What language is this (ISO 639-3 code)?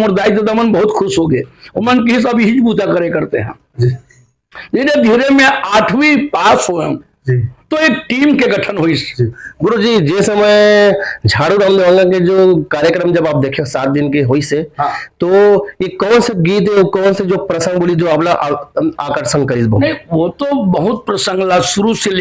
hne